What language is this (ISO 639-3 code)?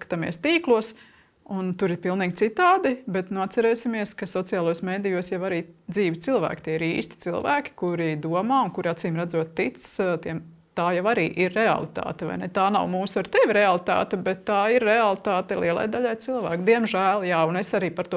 lav